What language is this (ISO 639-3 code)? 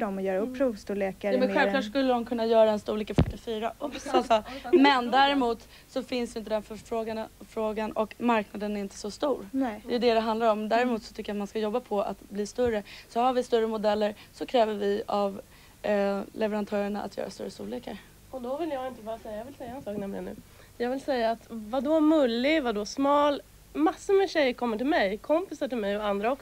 swe